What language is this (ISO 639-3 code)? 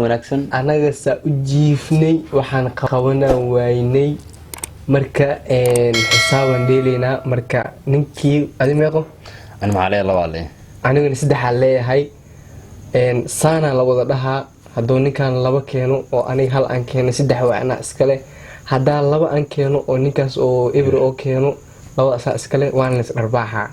som